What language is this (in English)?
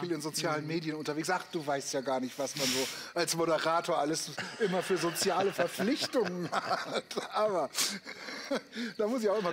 German